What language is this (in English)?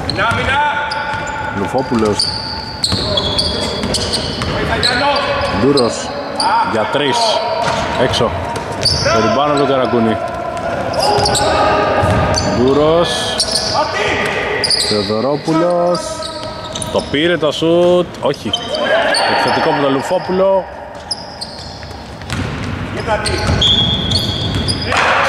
Greek